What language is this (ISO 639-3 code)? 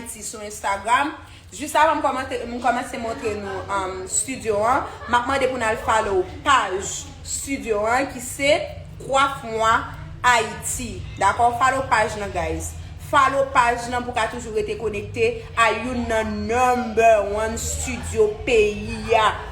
hat